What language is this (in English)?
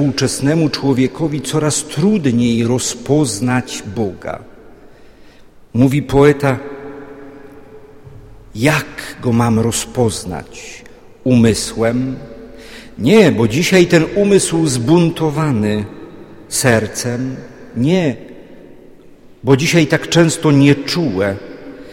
Polish